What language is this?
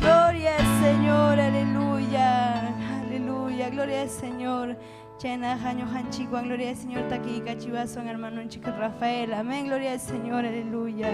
Ayacucho Quechua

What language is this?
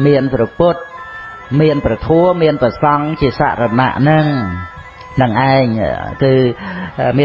Khmer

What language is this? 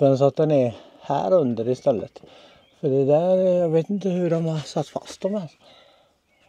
Swedish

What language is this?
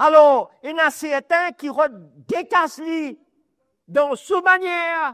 Morisyen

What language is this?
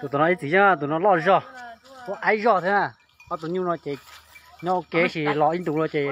Hmong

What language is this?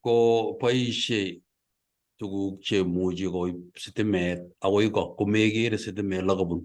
Kalenjin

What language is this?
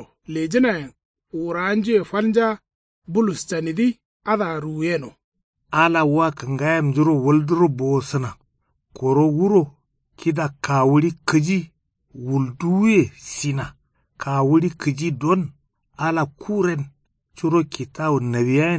Kanuri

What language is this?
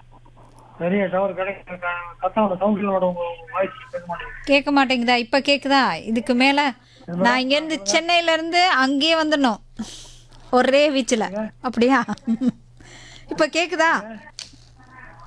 Tamil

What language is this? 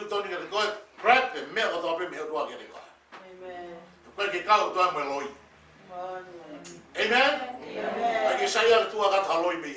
Tongan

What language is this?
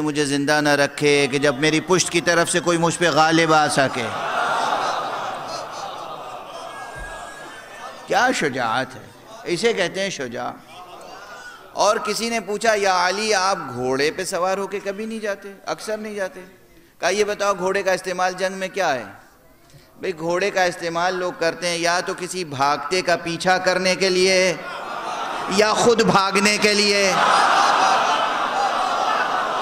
Urdu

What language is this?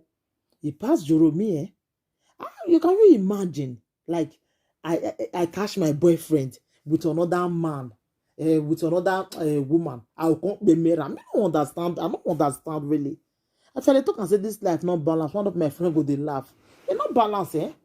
Nigerian Pidgin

